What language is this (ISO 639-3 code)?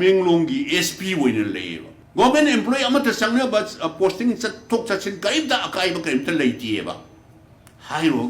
mni